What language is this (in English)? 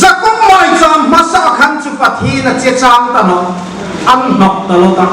Hmar